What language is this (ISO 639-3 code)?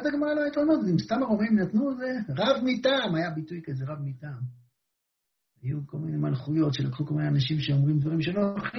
heb